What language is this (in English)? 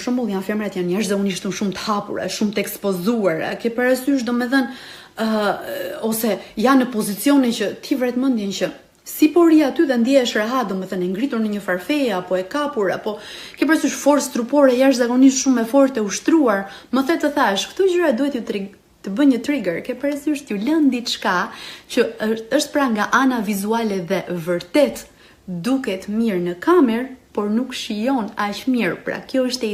Albanian